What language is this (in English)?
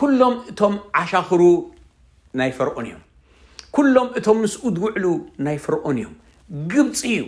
Tigrinya